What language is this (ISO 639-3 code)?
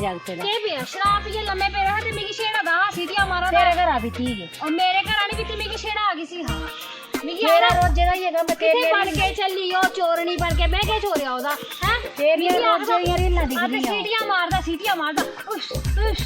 doi